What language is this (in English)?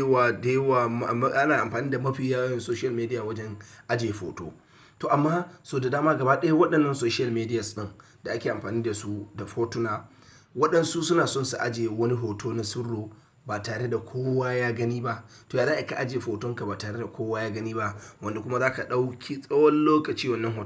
Hausa